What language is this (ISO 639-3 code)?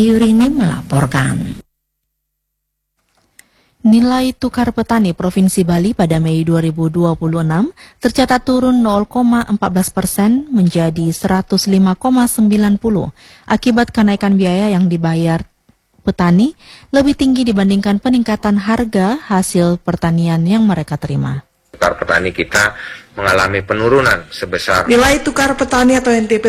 ind